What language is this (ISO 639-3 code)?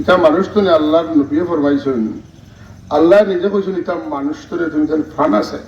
syl